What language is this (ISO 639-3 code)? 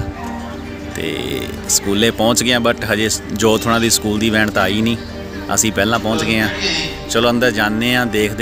pan